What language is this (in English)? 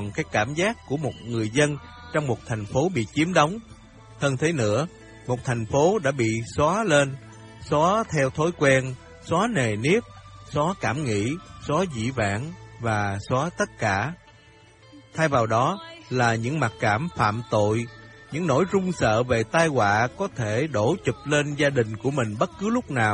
Vietnamese